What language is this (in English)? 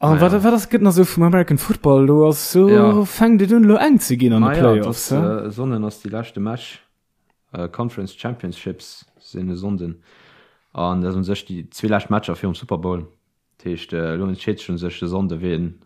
Luxembourgish